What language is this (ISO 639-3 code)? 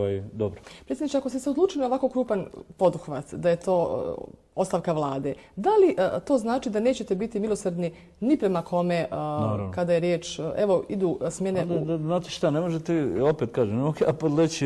bos